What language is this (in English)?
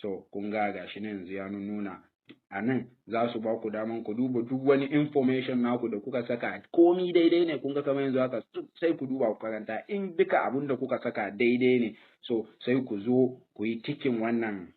Hausa